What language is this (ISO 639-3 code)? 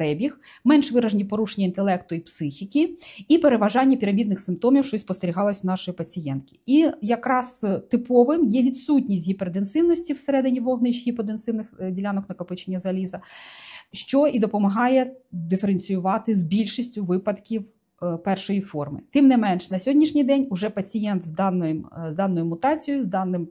ukr